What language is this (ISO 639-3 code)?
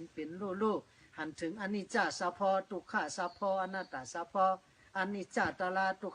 shn